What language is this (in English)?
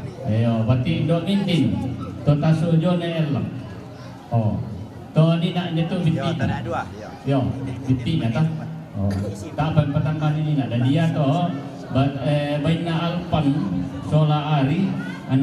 Toraja-Sa'dan